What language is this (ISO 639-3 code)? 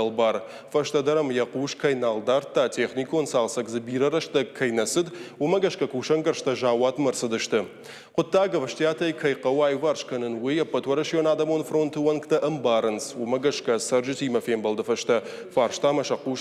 oss